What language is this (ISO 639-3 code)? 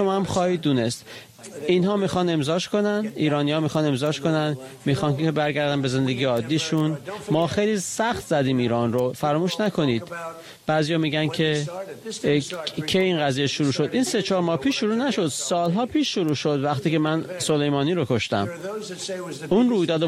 fas